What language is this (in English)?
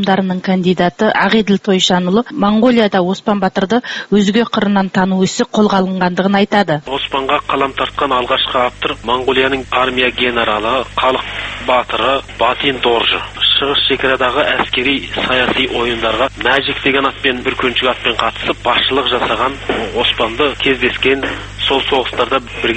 Kazakh